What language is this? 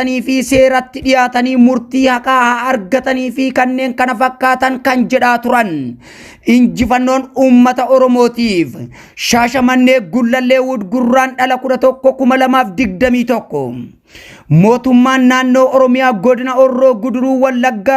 Oromo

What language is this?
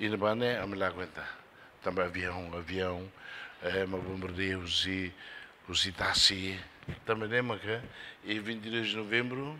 Tetum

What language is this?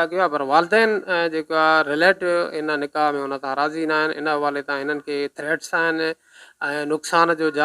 Sindhi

